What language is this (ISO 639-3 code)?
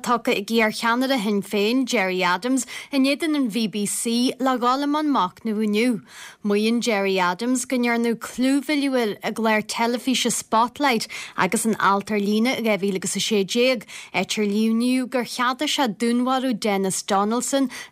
gle